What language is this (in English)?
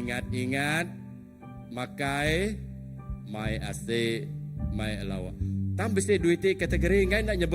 Iban